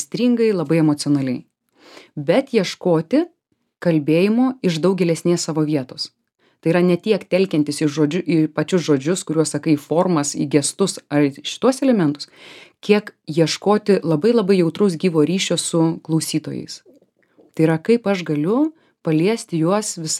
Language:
Lithuanian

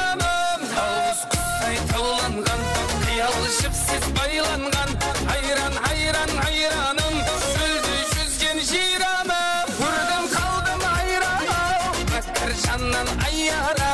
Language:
Kara-Kalpak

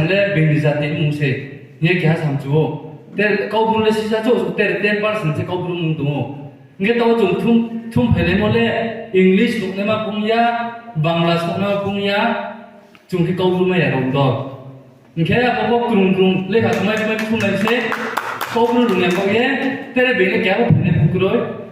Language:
Riang (India)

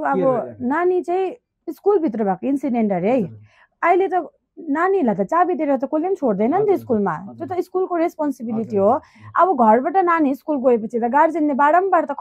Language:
Nepali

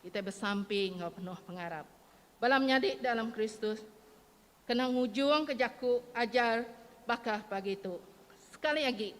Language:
Iban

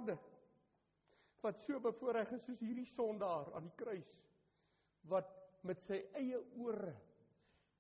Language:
Afrikaans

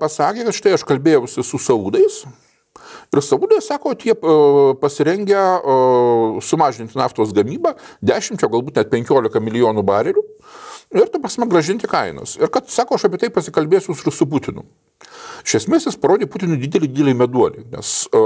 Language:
Lithuanian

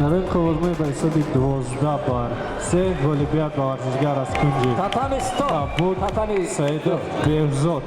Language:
Tajik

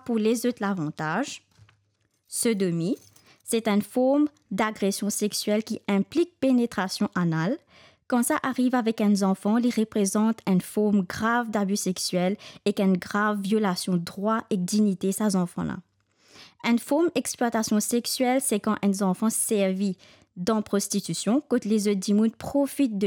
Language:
Morisyen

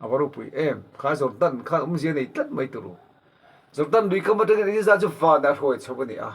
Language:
Mizo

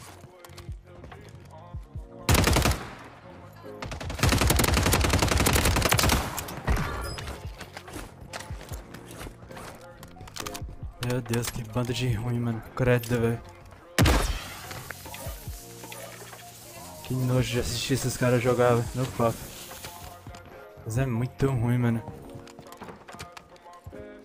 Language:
Portuguese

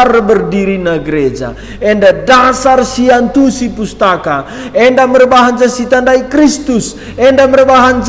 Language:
Batak Karo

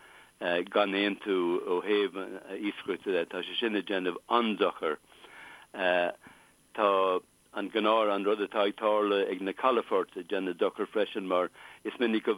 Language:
Irish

